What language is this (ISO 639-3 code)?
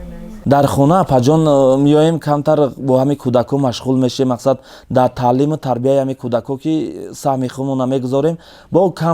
tgk